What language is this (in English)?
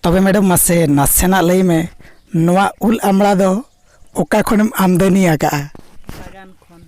Santali